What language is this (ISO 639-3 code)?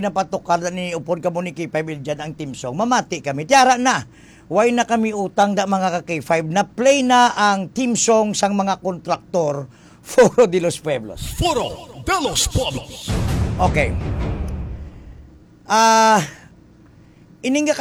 hil